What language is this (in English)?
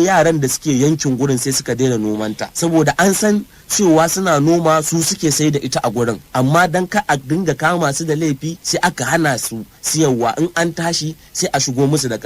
Hausa